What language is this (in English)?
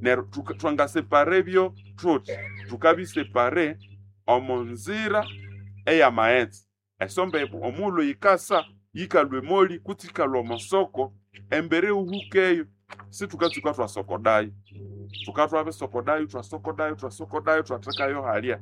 Nande